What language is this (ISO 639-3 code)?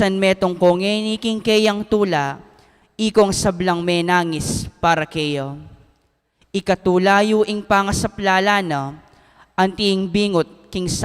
pam